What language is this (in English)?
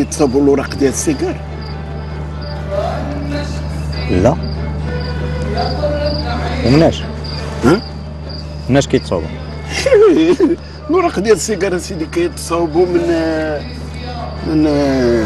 Moroccan Arabic